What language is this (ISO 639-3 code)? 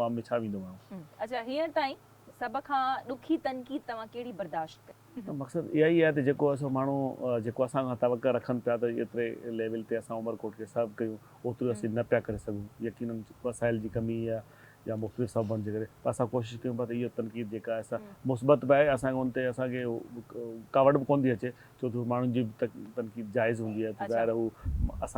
snd